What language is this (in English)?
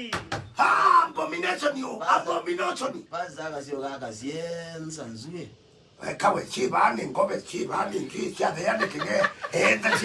Kamba